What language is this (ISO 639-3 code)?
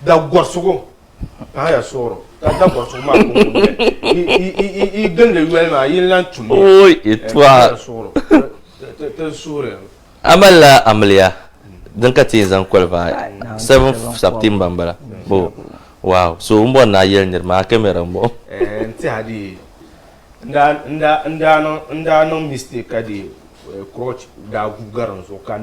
dag